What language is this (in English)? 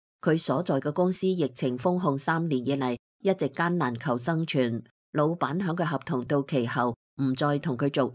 Cantonese